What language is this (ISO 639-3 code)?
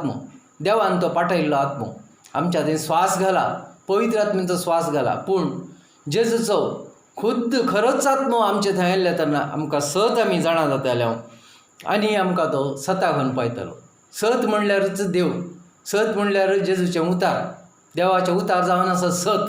kok